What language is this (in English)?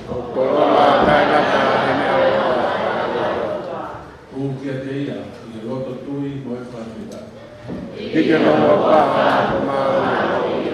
Tongan